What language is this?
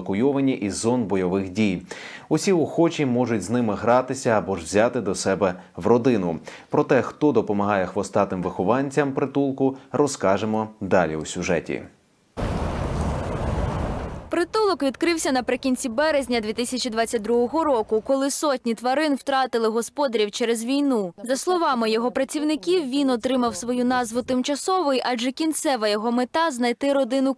Ukrainian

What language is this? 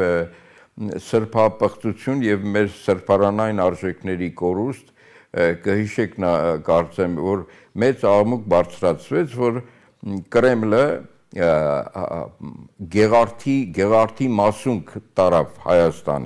Armenian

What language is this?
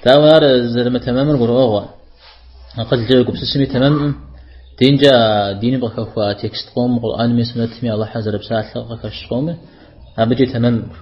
Kabardian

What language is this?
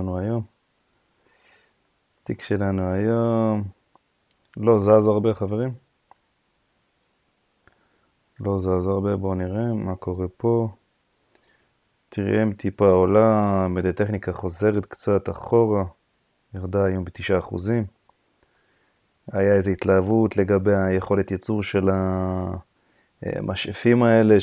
Hebrew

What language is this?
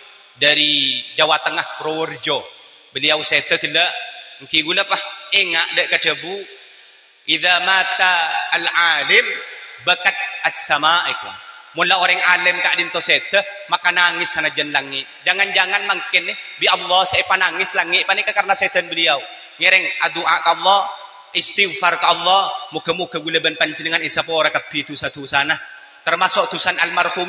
Madurese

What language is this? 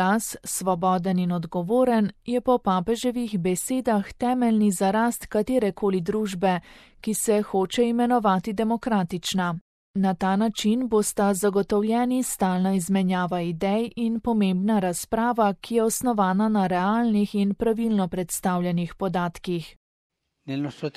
Slovenian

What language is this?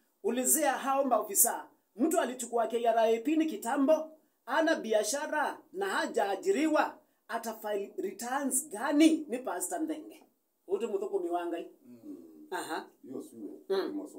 Kamba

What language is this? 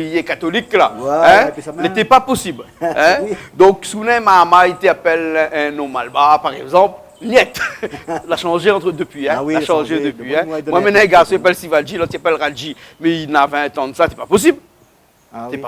Réunion Creole French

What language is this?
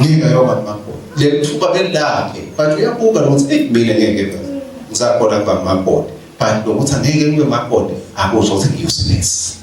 Swati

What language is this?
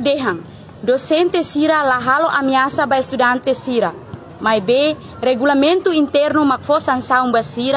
Tetum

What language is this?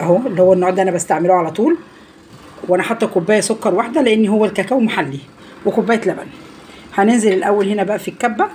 Egyptian Arabic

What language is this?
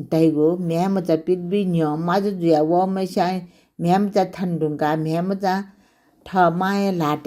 Newari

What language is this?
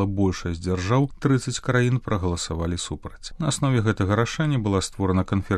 Belarusian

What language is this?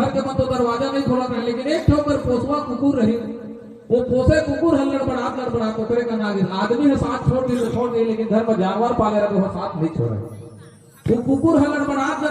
Chhattisgarhi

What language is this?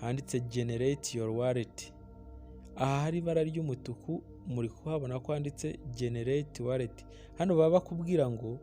Kinyarwanda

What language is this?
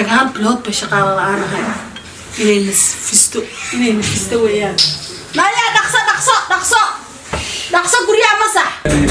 Somali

